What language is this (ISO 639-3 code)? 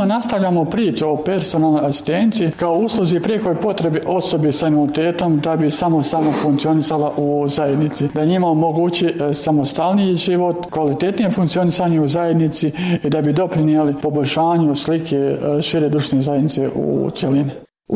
bos